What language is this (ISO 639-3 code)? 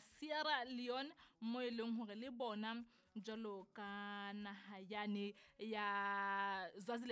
sot